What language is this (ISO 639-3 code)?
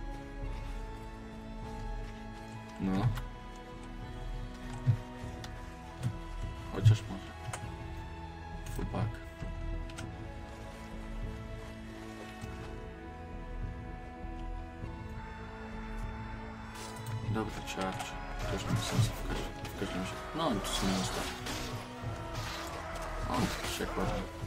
pol